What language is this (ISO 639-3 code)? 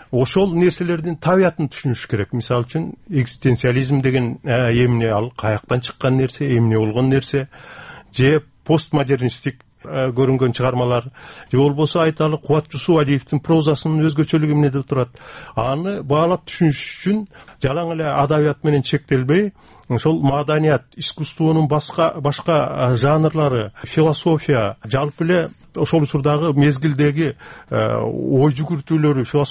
kir